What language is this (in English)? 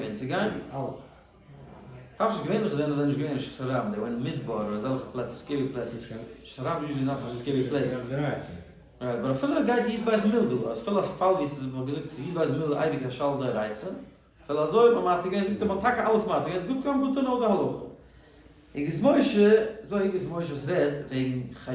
Yiddish